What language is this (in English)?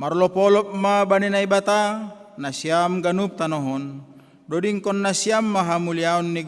Batak Simalungun